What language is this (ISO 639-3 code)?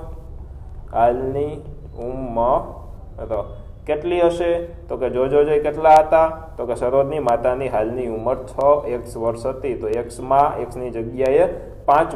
guj